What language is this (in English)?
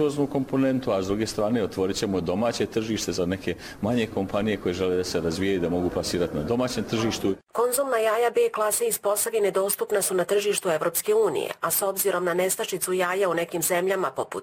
Bosnian